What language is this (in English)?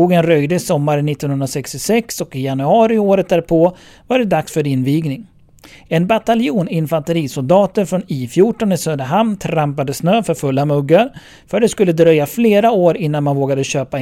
Swedish